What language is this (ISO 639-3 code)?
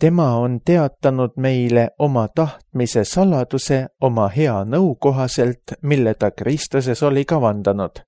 est